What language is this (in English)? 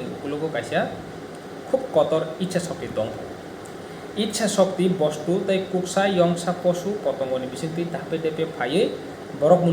Kok Borok